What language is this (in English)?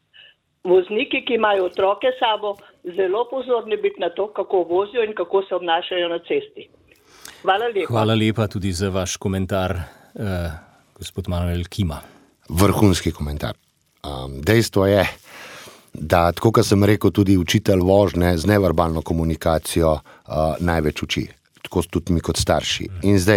Slovenian